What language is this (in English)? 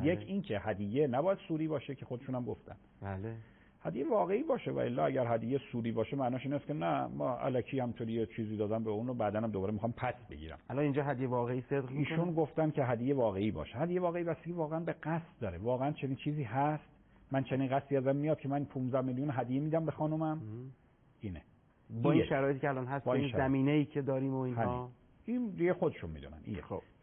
Persian